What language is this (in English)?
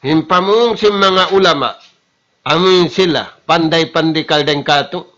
Tausug